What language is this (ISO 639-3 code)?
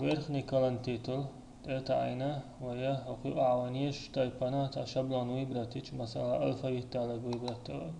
che